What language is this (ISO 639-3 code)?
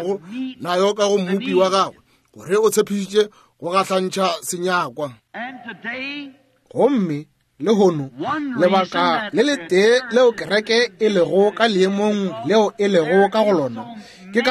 nso